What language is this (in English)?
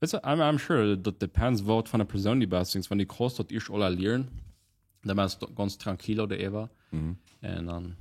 Plautdietsch